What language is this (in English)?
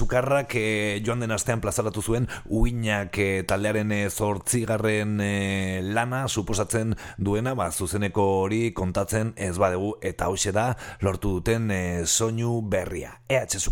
Basque